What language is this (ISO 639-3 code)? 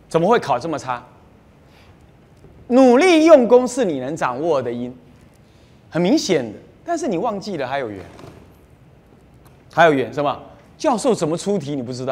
zho